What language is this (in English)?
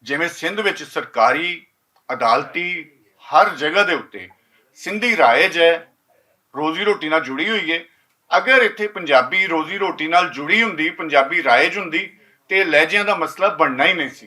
Western Panjabi